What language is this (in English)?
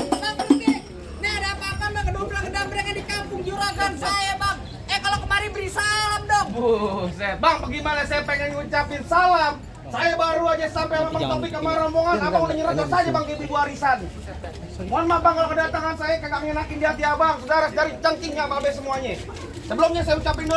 Betawi